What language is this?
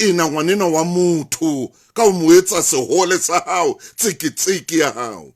Southern Sotho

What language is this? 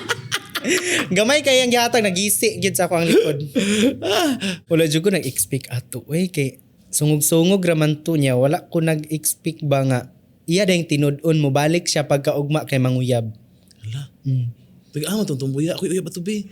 Cebuano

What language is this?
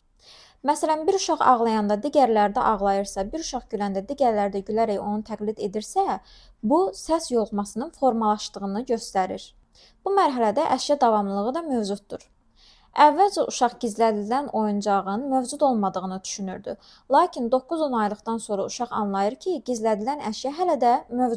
Azerbaijani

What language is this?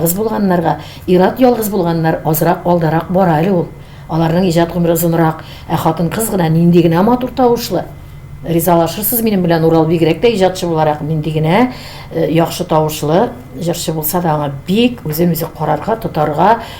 Tatar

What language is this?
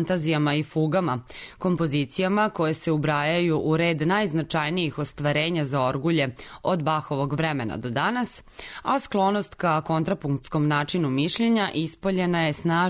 Serbian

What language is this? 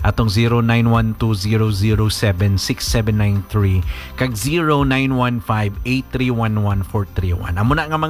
Hiligaynon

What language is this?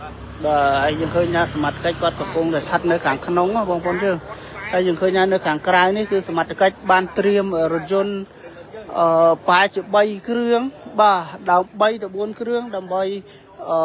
Khmer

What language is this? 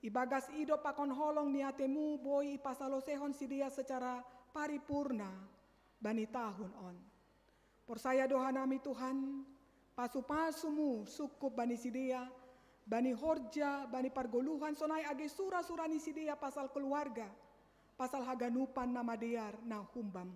Batak Simalungun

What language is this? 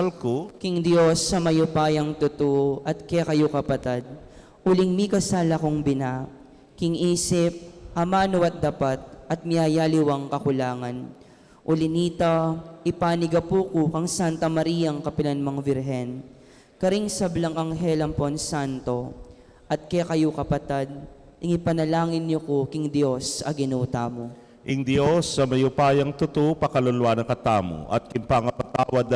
Pampanga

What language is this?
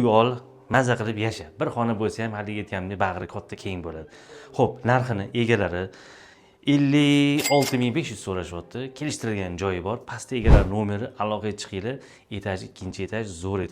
Uzbek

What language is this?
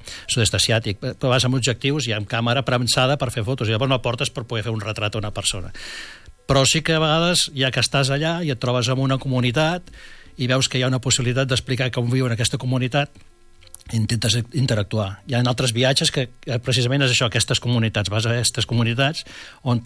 Catalan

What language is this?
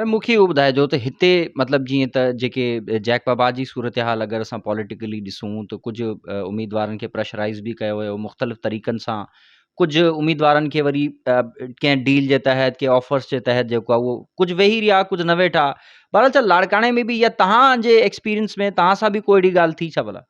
Sindhi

